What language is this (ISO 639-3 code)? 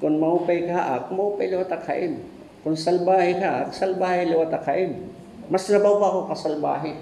war